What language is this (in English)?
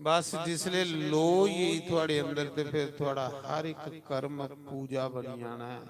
Dogri